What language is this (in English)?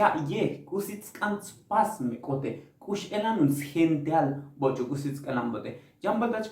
Tzotzil